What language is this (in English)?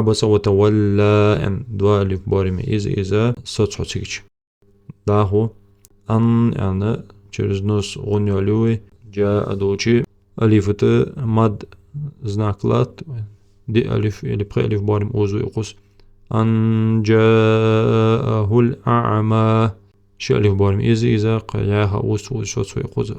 Ingush